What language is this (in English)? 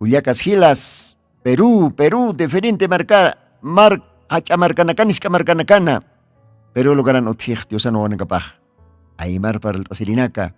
Aymara